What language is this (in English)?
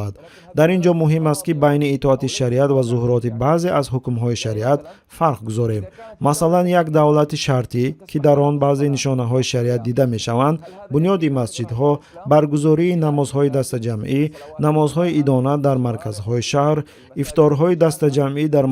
Tajik